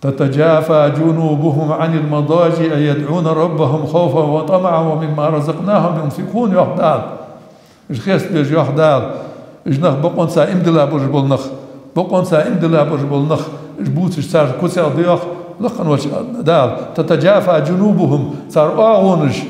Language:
Ingush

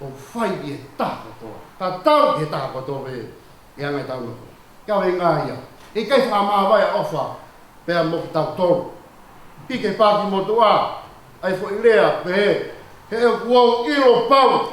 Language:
Tongan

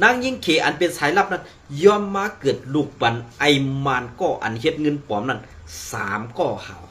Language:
Shan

